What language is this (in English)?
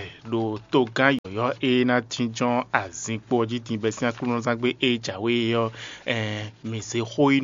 Fon